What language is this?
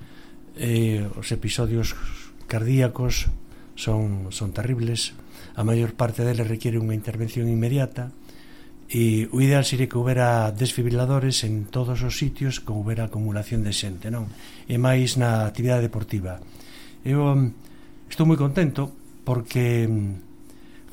Galician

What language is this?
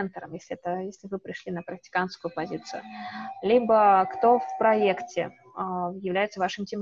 Russian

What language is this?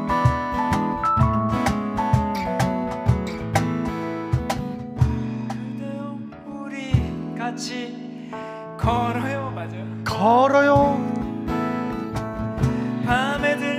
Korean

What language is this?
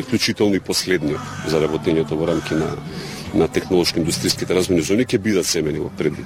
Macedonian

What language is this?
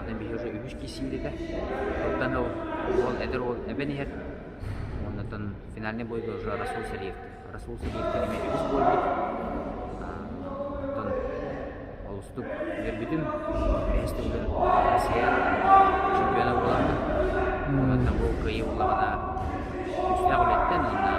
Yakut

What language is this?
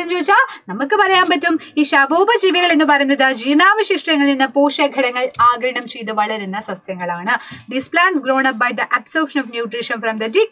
Malayalam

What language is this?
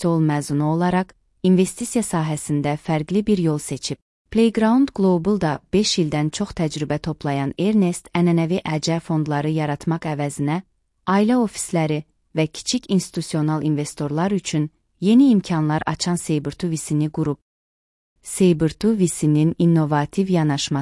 Azerbaijani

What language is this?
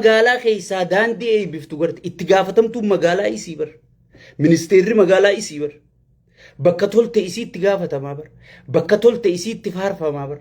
Oromo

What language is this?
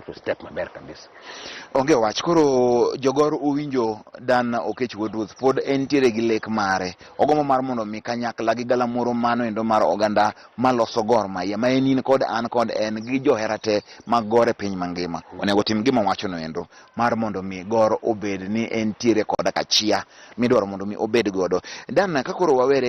Luo (Kenya and Tanzania)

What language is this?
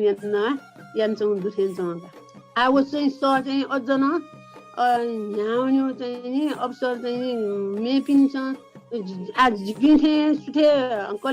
Newari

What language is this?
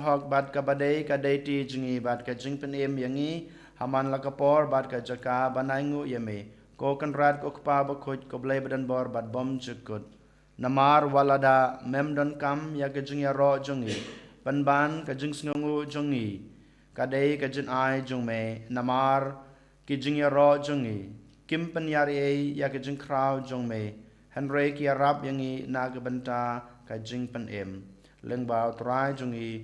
Khasi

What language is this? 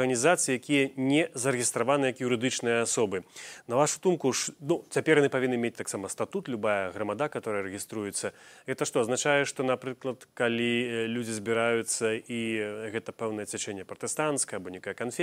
Belarusian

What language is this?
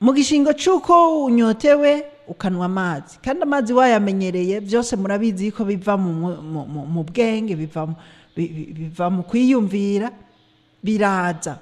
Rundi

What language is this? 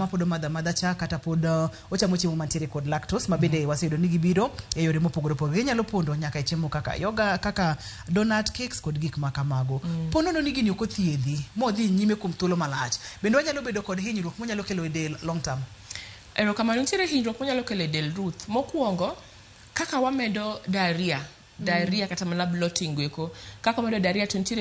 Luo (Kenya and Tanzania)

